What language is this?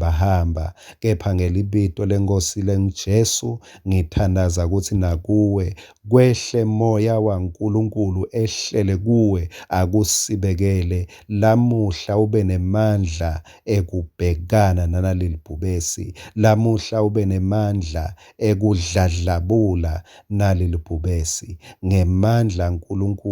Swati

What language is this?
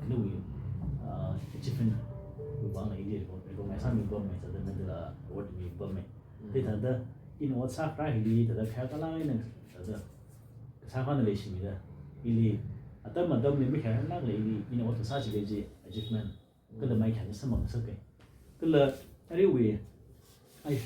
Tangkhul Naga (India)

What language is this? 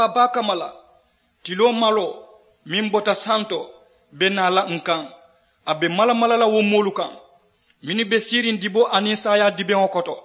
Mandingo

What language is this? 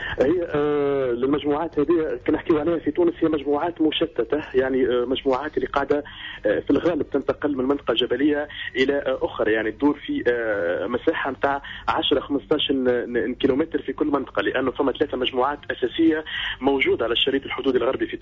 Tunisian Arabic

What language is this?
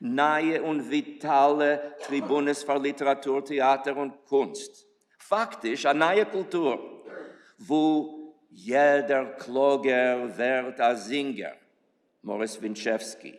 Yiddish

